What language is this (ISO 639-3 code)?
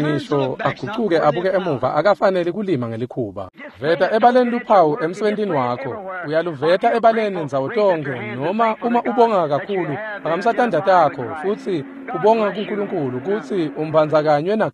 ssw